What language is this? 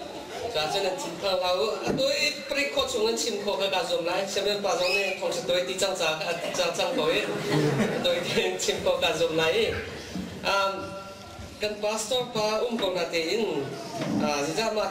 Hakha Chin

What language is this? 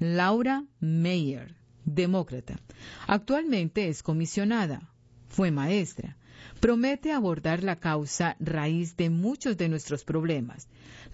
Spanish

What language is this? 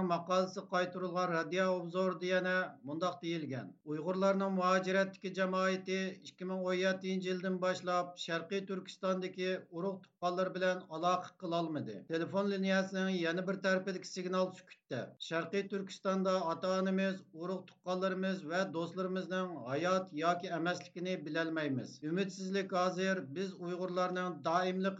Uyghur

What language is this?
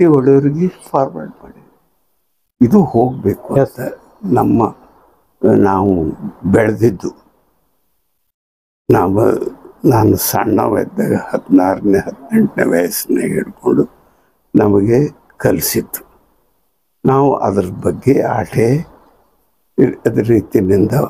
Kannada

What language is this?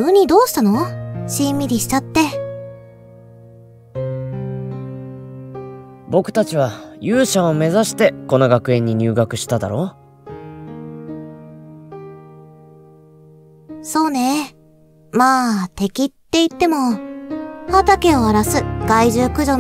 Japanese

